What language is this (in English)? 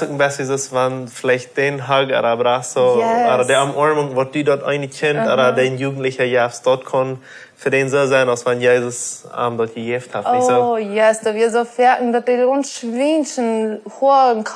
Plautdietsch